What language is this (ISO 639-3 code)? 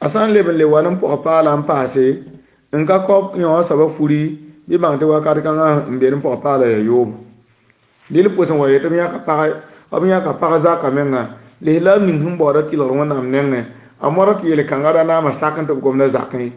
mos